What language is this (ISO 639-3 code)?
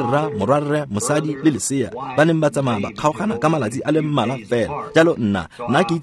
tsn